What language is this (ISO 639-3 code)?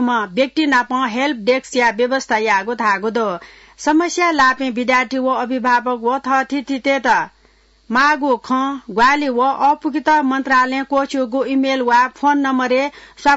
new